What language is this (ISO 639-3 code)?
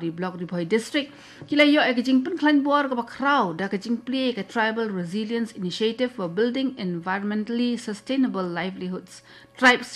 kha